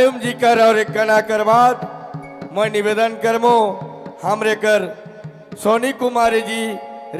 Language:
Sadri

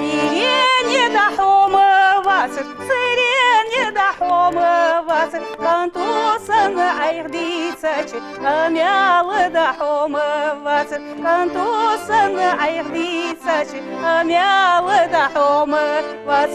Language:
Ingush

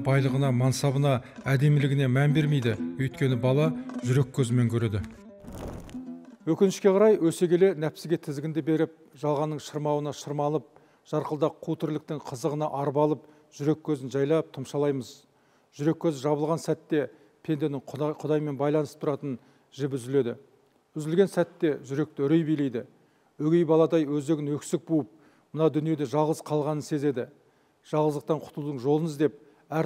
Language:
Kazakh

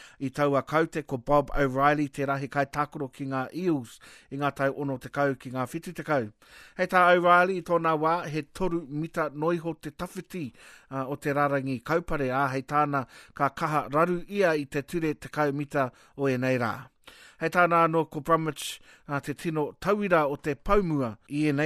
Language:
Māori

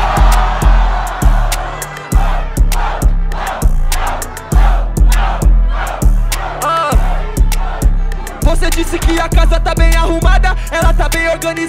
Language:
Portuguese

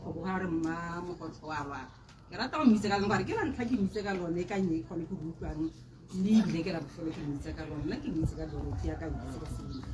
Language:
Tswana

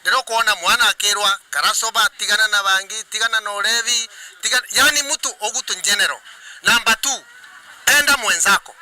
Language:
Meru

